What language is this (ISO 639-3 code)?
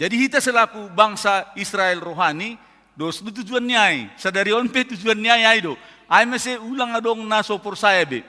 bts